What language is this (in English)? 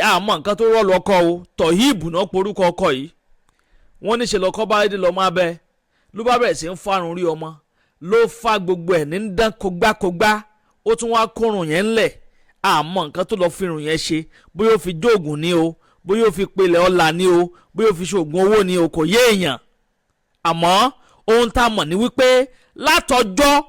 Yoruba